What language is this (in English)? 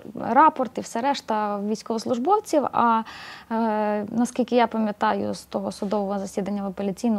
Ukrainian